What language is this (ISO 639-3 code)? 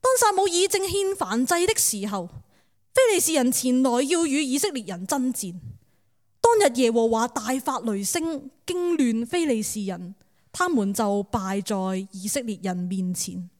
yue